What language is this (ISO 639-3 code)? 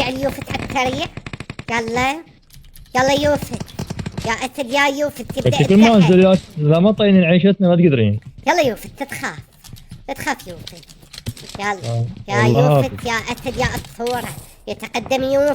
acm